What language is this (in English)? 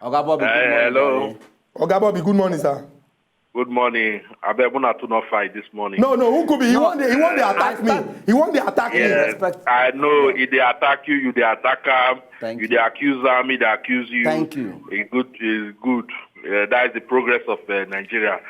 Nigerian Pidgin